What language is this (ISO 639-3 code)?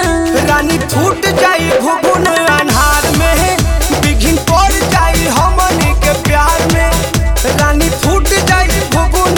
bho